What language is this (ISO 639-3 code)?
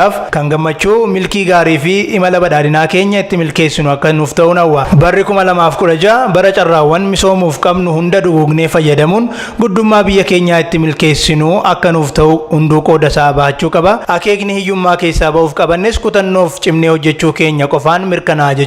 orm